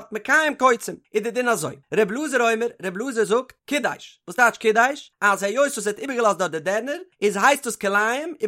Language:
Yiddish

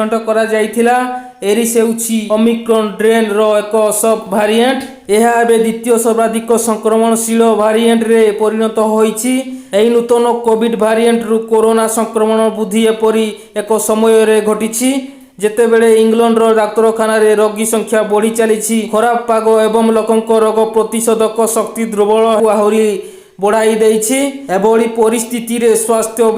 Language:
Odia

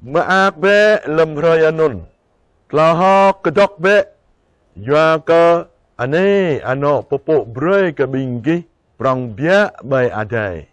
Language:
Jarai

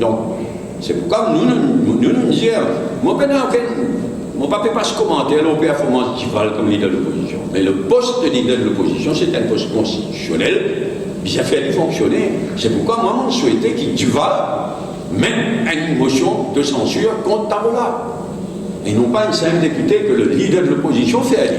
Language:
Morisyen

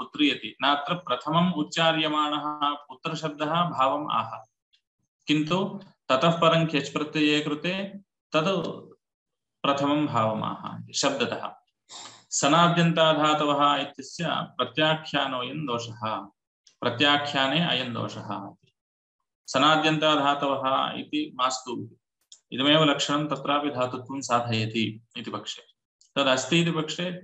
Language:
Sanskrit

